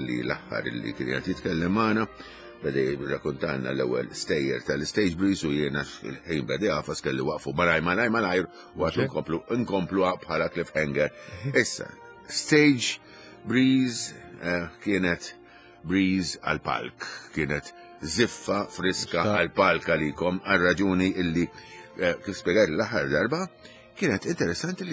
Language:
Maltese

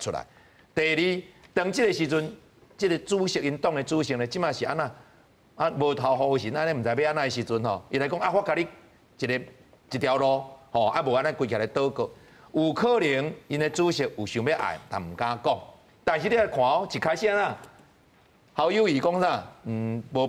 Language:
Min Nan Chinese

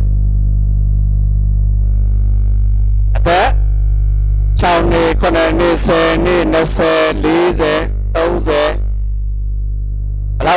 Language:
Burmese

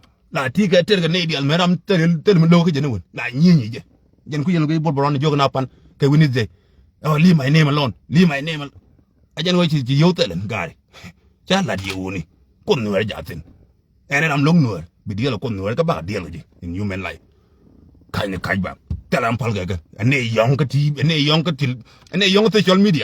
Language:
Nuer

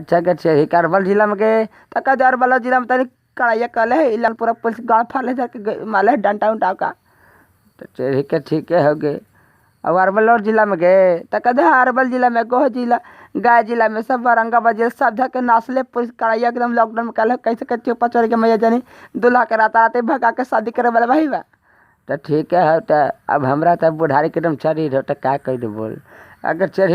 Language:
Magahi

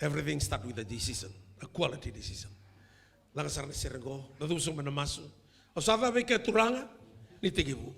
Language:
Fijian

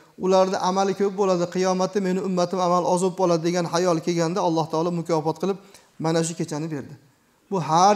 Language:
Uzbek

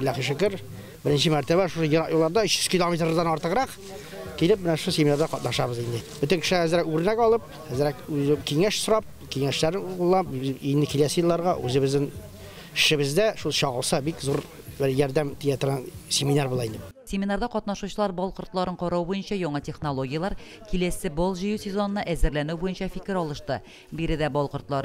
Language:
Tatar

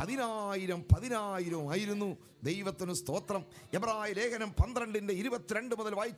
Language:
Malayalam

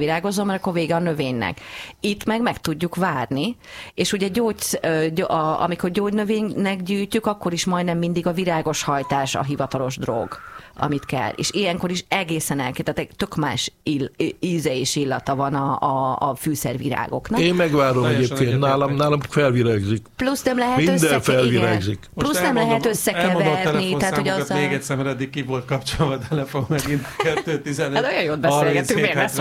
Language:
Hungarian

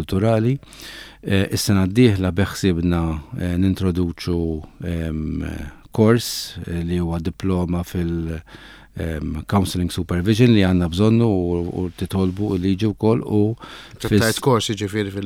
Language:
Maltese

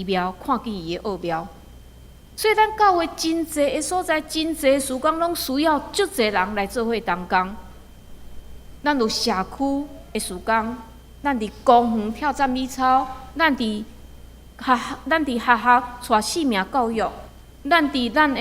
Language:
Min Nan Chinese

